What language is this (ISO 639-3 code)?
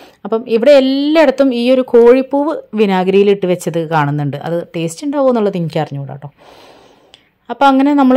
mal